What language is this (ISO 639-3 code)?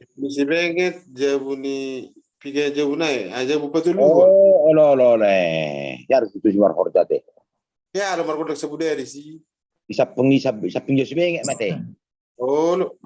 bbc